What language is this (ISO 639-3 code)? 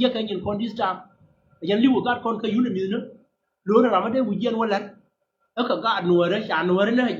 nus